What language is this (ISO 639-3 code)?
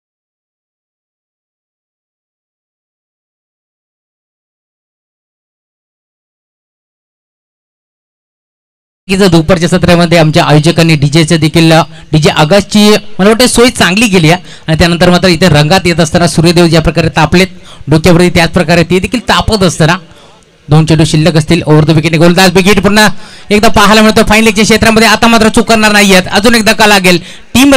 mar